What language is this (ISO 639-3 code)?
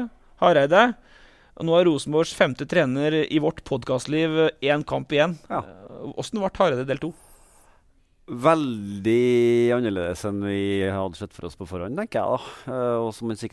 nor